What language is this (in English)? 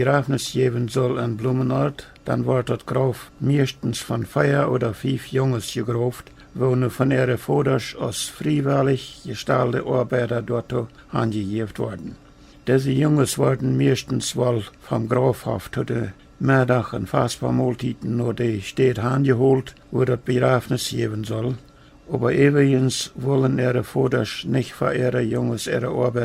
Plautdietsch